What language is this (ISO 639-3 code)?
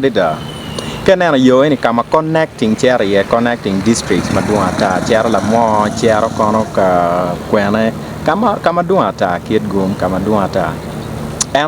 ach